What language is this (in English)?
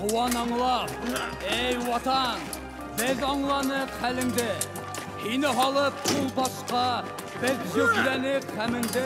Bashkir